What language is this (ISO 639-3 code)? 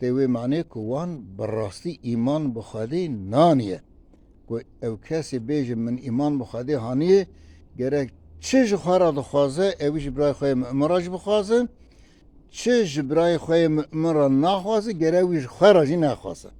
kur